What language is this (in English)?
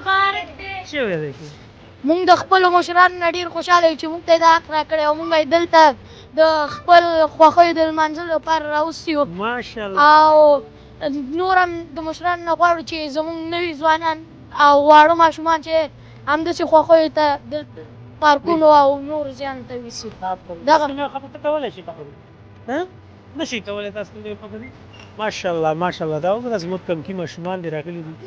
Pashto